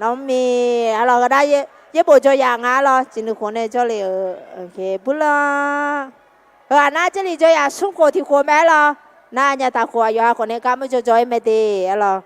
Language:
Akha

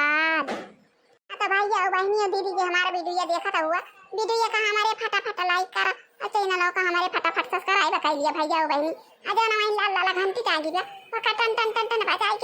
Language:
Awadhi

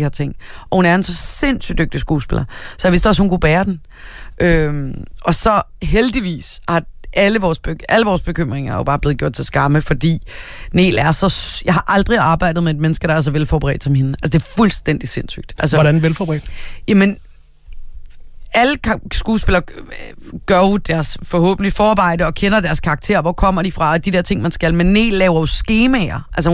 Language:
Danish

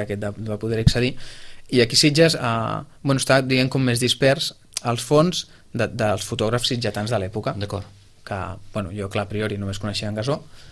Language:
Catalan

